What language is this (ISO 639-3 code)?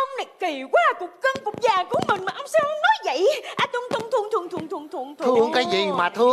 vie